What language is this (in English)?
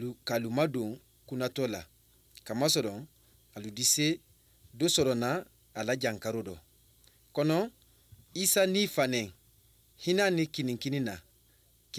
Mandingo